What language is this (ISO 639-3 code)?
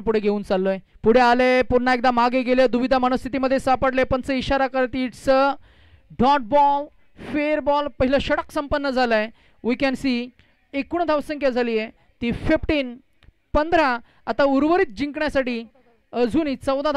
mar